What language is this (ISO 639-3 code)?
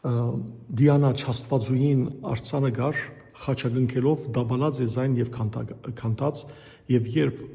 hyw